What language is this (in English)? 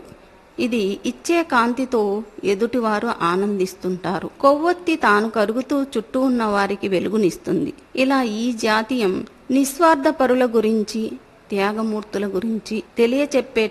Telugu